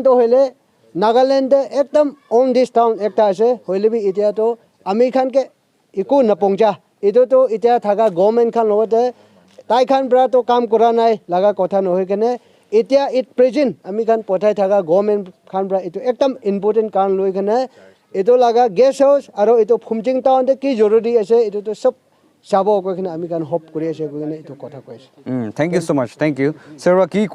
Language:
Naga Pidgin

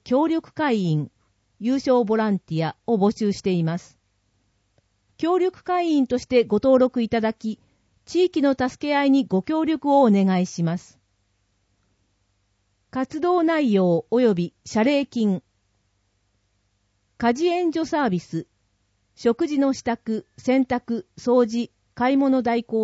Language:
Japanese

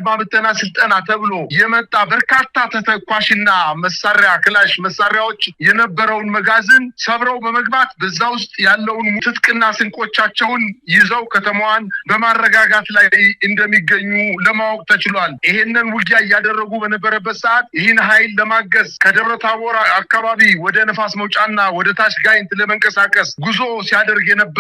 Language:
Amharic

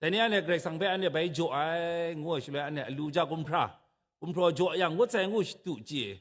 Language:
Kachin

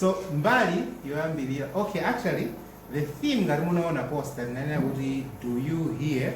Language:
Nyanja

